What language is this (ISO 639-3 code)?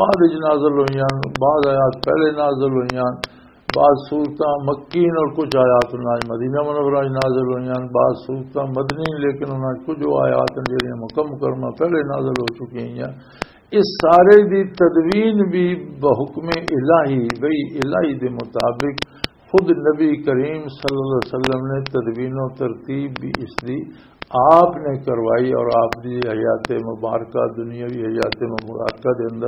lah